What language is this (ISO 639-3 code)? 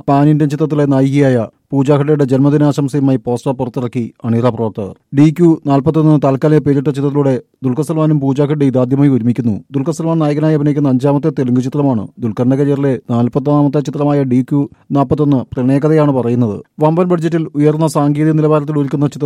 mal